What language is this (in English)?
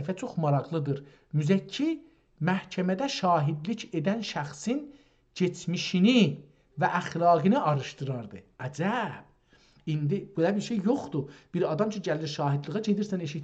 South Azerbaijani